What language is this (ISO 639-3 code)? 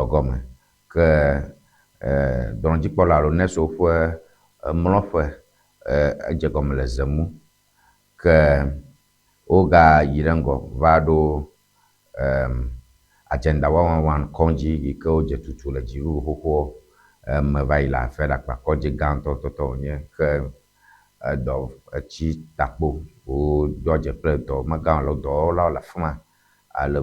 ewe